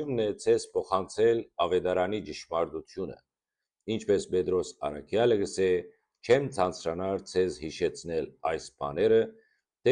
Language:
Western Armenian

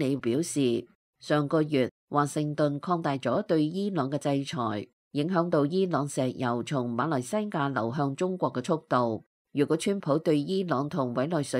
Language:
Cantonese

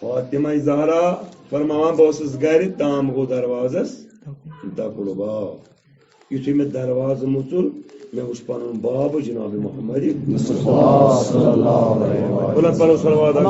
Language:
Kashmiri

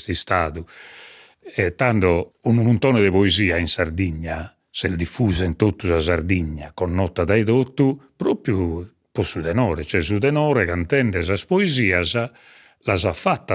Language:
Sardinian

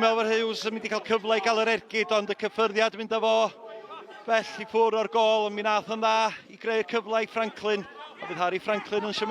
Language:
Welsh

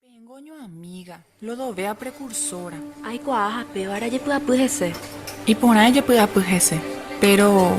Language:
Guarani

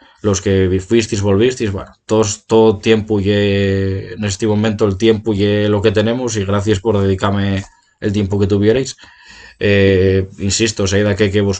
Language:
Asturian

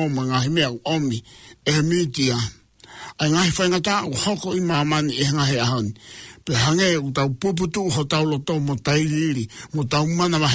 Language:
Tongan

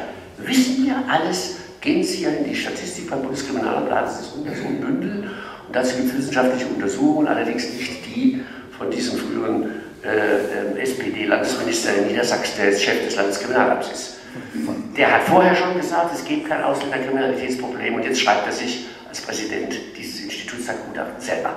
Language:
German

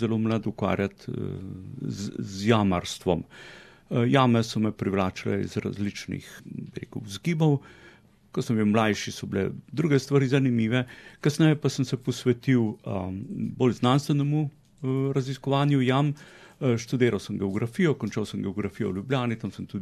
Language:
Slovenian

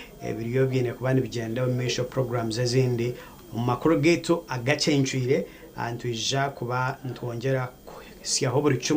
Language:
Nyankole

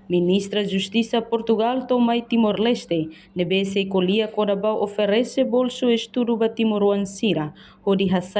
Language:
Tetum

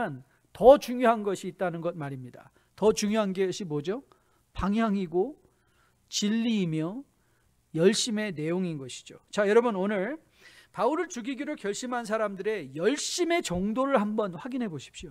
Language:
Korean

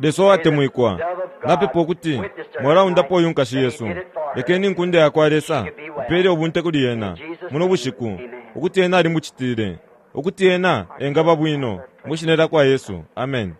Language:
Bemba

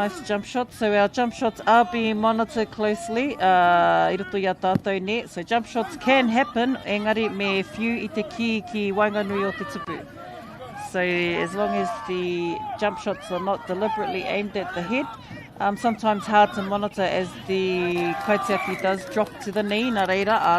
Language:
Māori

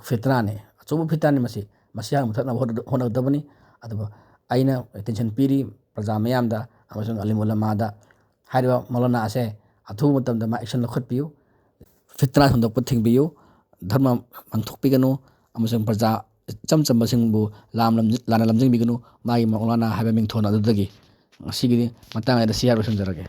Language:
Manipuri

